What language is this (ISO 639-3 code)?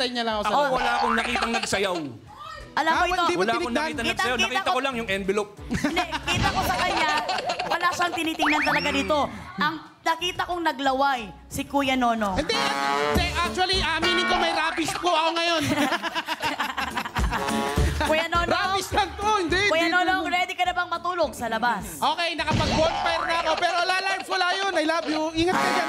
fil